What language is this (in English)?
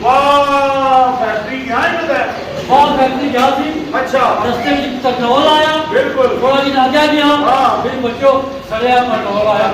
Pahari-Potwari